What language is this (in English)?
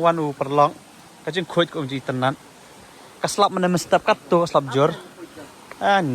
Khasi